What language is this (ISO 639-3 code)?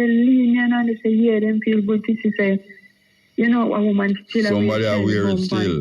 jam